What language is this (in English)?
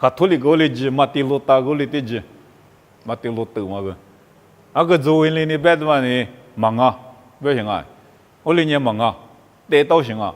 Lisu